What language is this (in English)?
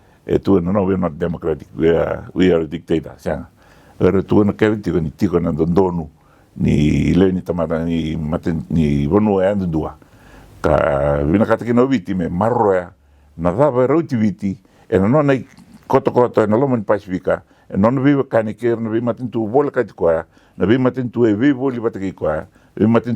Fijian